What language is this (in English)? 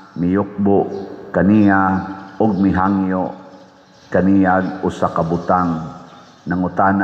Cebuano